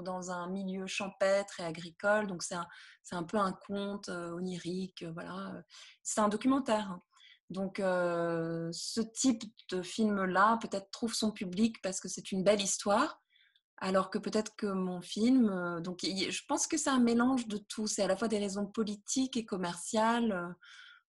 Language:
French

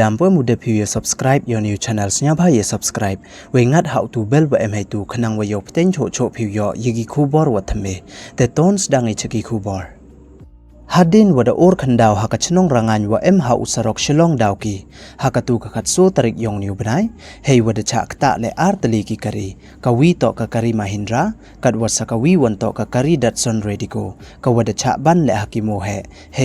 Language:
Pnar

